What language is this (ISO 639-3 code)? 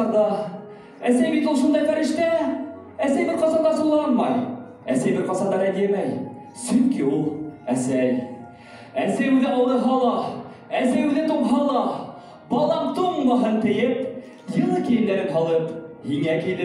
bak